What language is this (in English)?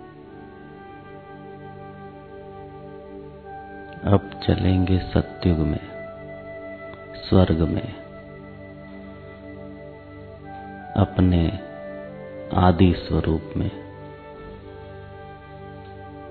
Hindi